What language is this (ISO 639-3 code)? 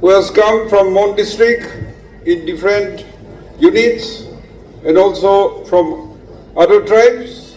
nag